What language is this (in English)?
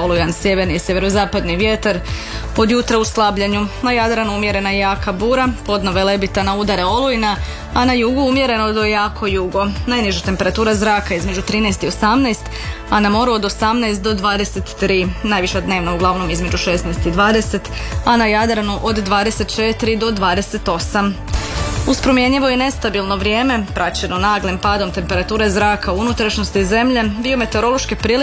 Croatian